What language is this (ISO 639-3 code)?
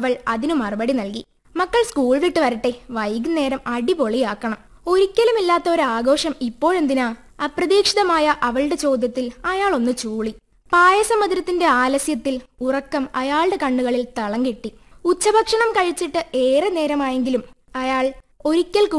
mal